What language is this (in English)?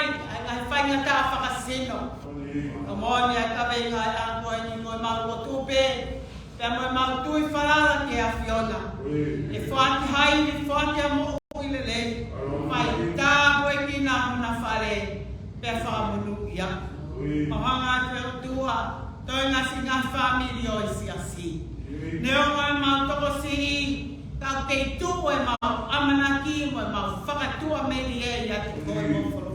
Tongan